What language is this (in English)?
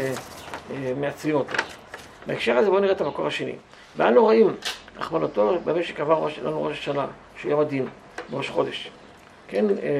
Hebrew